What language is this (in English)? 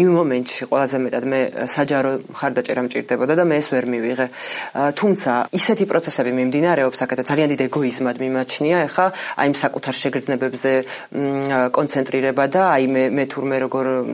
Georgian